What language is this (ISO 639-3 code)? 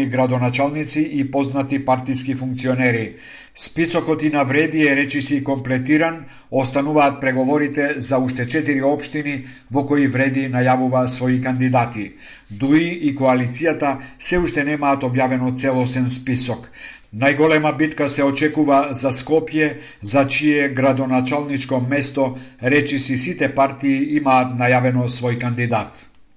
mkd